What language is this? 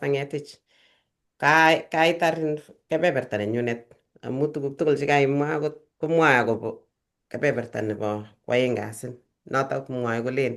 Kalenjin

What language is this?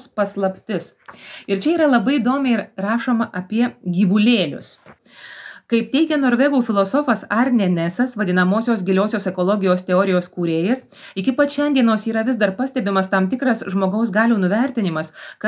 Lithuanian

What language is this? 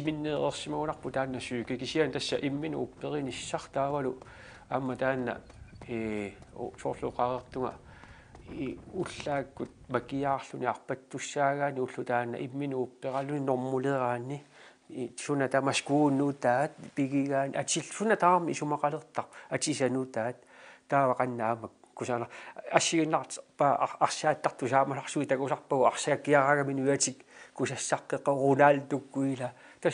Kalaallisut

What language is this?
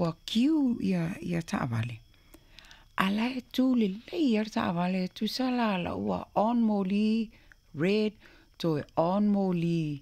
Samoan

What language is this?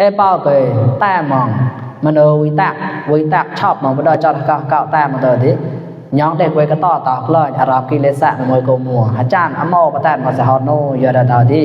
Mon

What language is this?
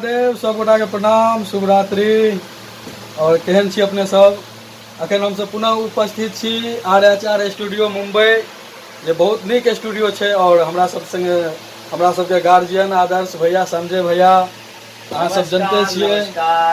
Maithili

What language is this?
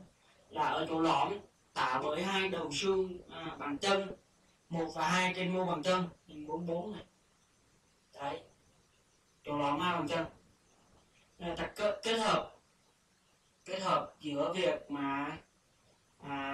Vietnamese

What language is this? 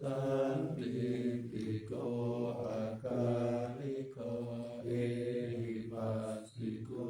Pali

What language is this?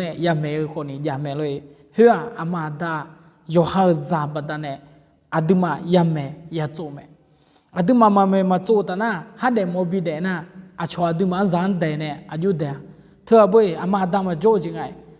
Akha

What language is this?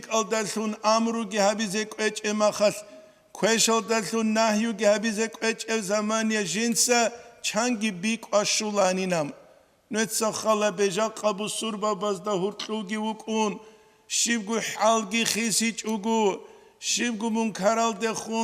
Avaric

